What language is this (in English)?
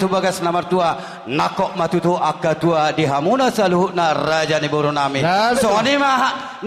Batak Toba